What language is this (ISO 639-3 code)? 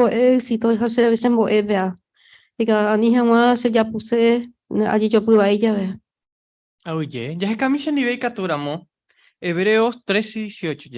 grn